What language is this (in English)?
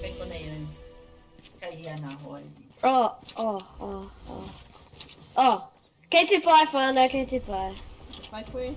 Māori